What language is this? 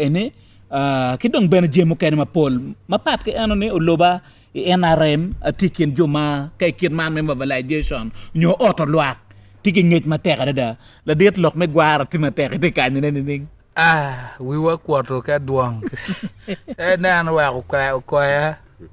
Acoli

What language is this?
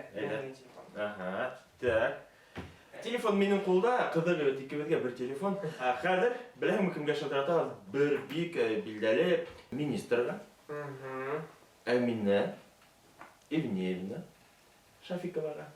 Bashkir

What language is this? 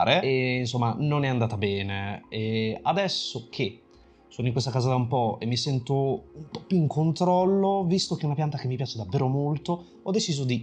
Italian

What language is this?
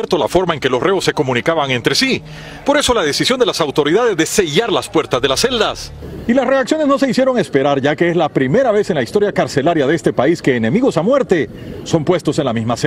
Spanish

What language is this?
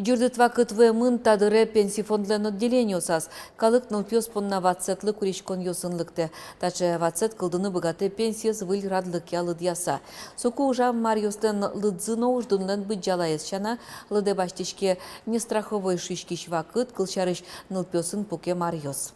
Udmurt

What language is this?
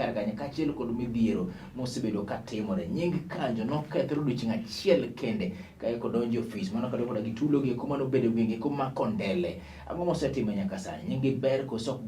Luo (Kenya and Tanzania)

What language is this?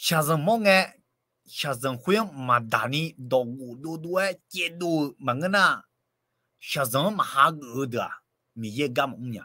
Akha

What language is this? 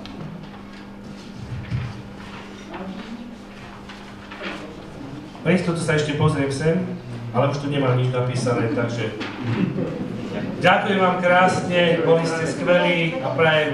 Slovak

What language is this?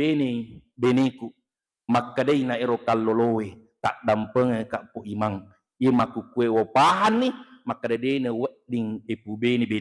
Buginese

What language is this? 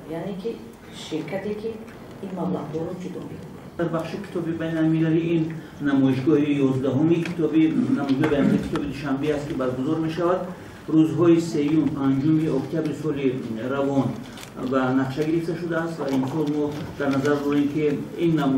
Tajik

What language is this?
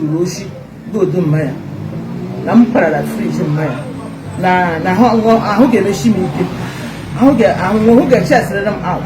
Igbo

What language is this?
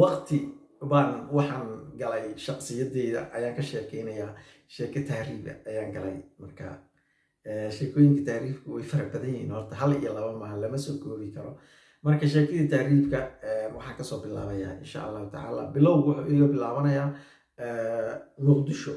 Somali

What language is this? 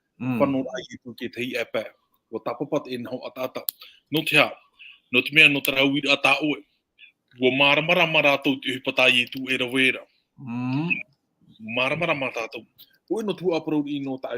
Tahitian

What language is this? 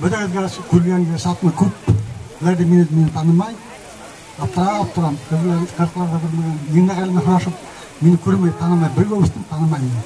Bashkir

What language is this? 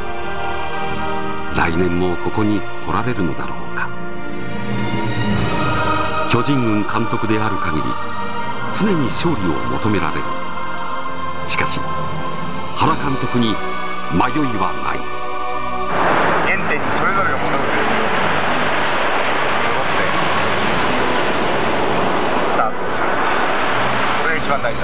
Japanese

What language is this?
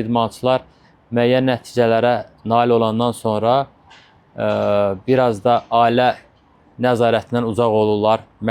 Azerbaijani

